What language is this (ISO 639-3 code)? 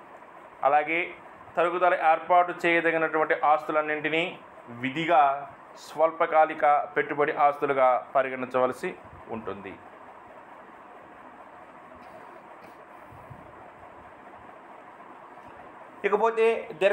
tel